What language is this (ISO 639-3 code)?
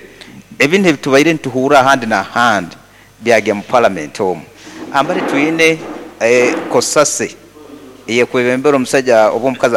nyn